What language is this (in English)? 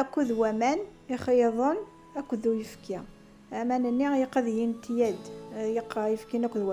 Kabyle